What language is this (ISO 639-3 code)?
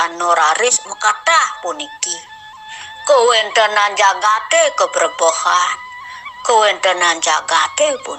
ban